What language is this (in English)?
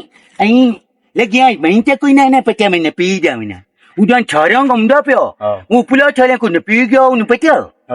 Western Panjabi